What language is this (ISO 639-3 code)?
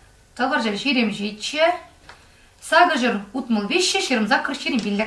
chv